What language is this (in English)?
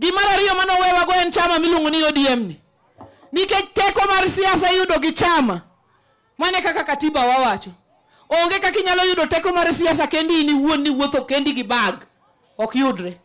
Luo (Kenya and Tanzania)